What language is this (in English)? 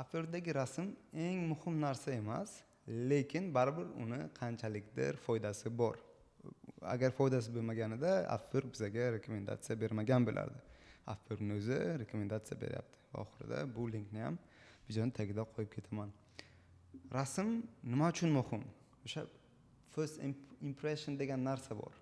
Uzbek